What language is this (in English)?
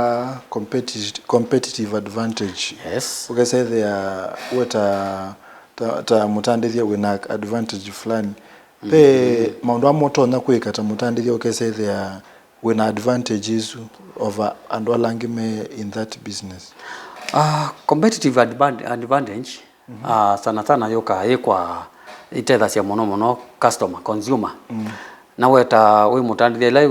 Kamba